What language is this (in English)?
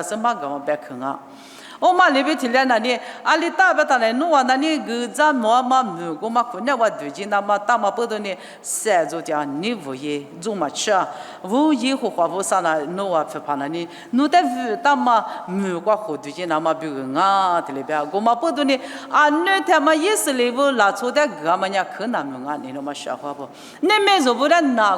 Lisu